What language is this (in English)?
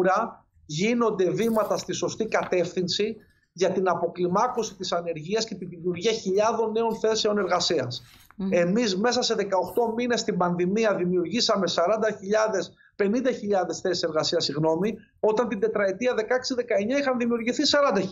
Greek